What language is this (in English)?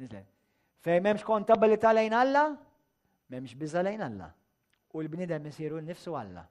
Maltese